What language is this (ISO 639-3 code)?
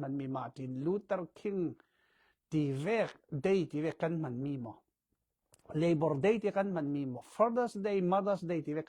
cfm